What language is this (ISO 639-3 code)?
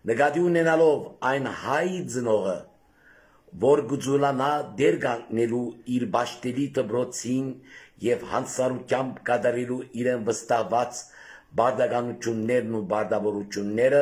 hyw